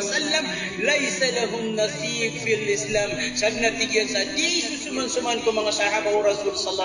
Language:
Maranao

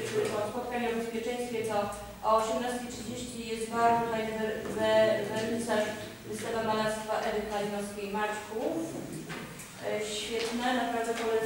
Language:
Polish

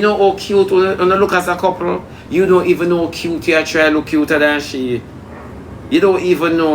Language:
Jamaican Creole English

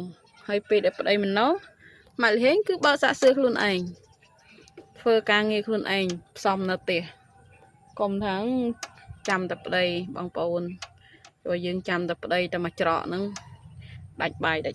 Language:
Khmer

